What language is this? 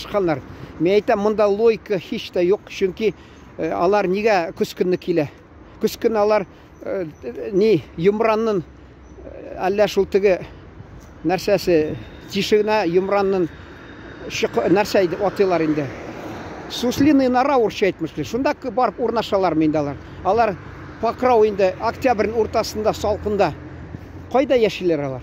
Tatar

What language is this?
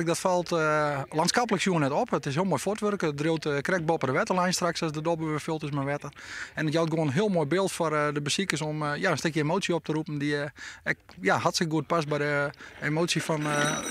Western Frisian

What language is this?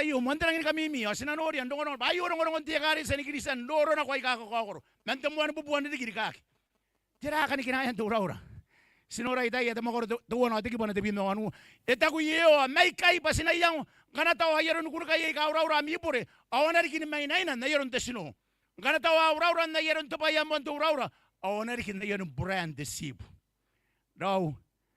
Gilbertese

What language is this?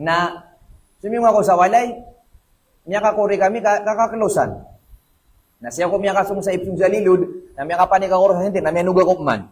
Maranao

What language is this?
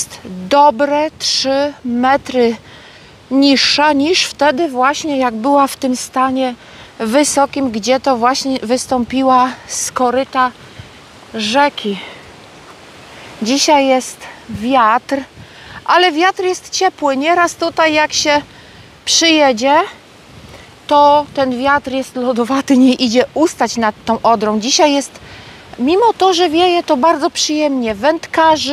Polish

